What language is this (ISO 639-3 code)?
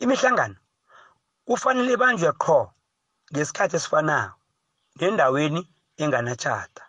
nbl